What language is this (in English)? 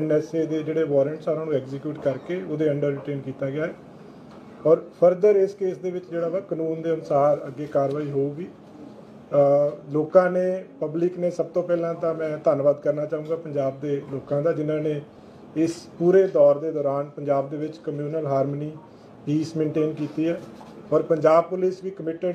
Punjabi